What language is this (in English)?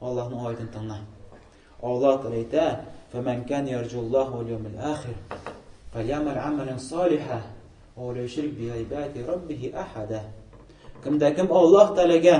Tatar